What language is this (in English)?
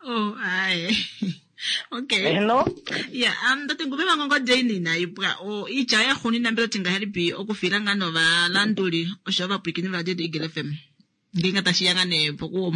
Kuanyama